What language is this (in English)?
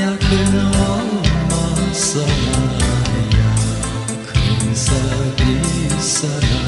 Gagauz